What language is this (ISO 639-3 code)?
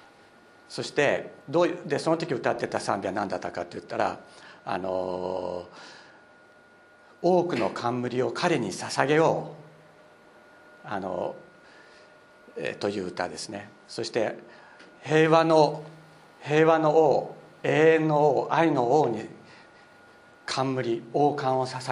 jpn